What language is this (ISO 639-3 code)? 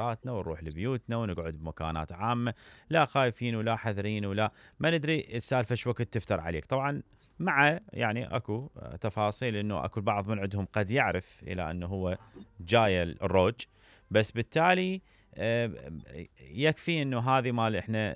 acm